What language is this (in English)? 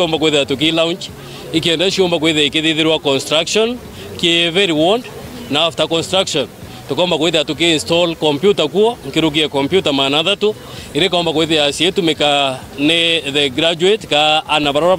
Meru